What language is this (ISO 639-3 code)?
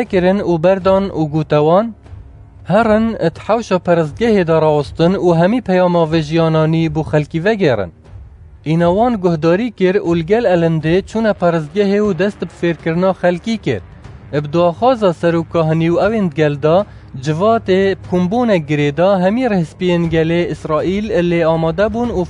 kur